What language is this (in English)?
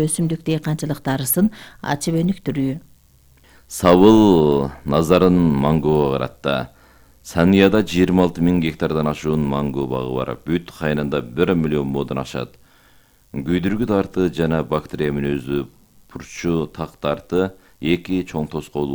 Kyrgyz